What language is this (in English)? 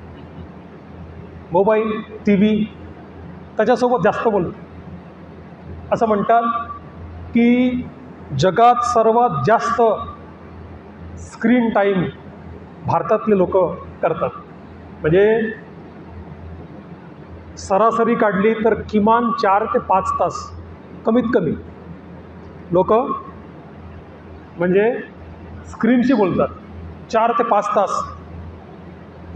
Marathi